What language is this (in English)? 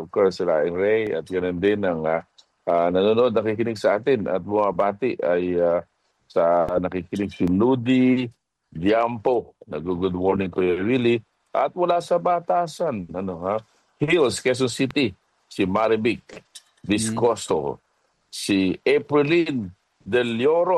Filipino